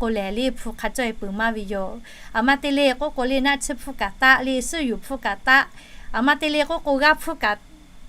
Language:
Lahu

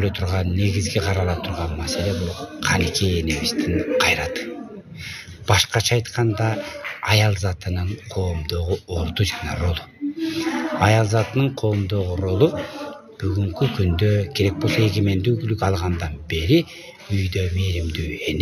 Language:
Kyrgyz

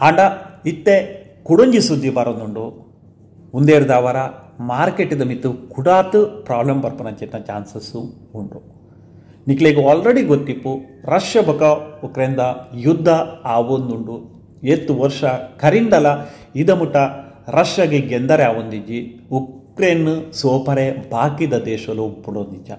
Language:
Tulu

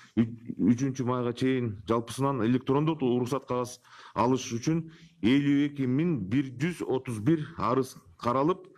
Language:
Kyrgyz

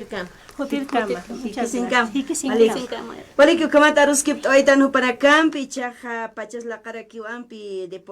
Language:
Aymara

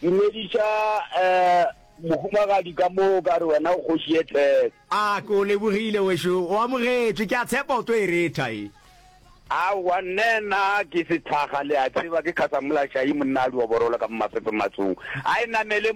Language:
Northern Sotho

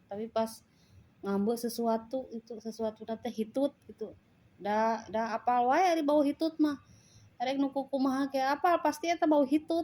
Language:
Sundanese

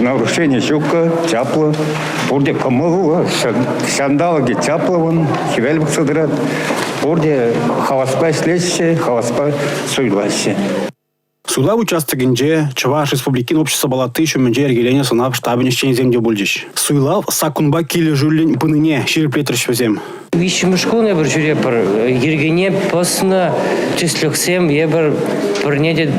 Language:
Chuvash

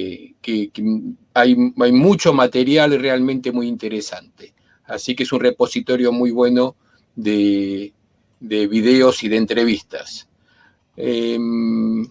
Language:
Ladino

